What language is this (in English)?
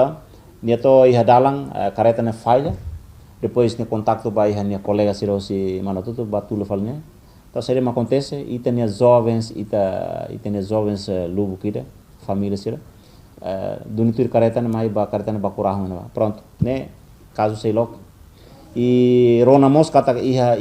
Tetum